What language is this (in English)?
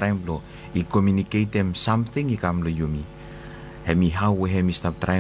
Bislama